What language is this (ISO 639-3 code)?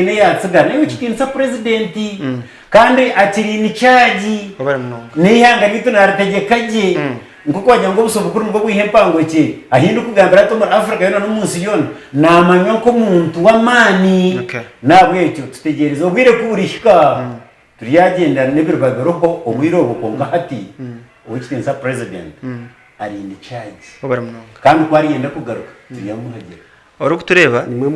nyn